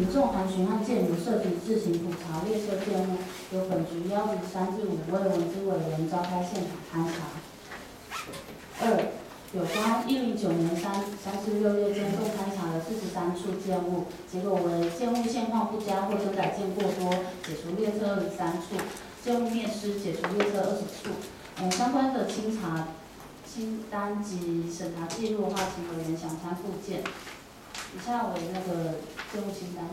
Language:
Chinese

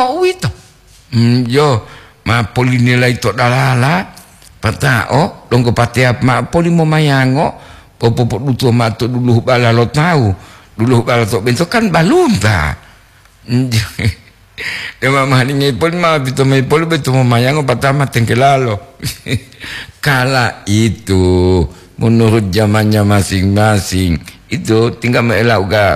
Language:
Gorontalo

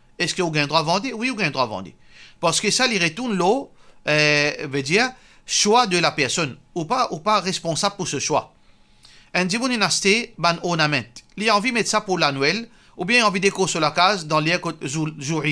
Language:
Morisyen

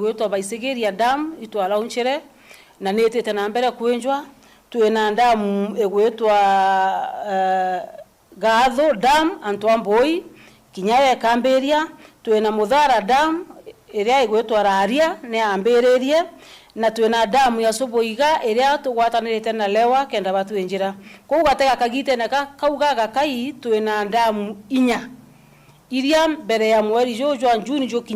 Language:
Meru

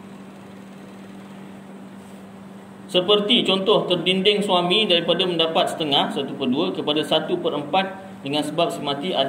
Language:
Malay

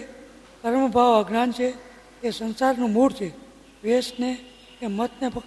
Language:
Gujarati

